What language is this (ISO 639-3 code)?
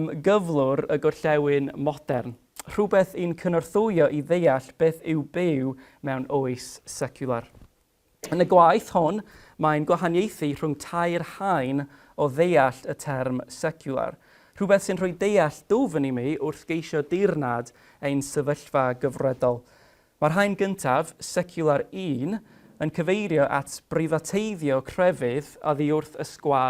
cym